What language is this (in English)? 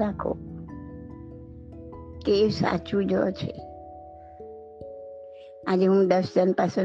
Gujarati